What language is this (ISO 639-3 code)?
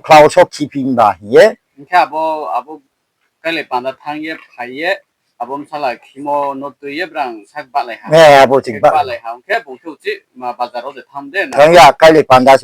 ria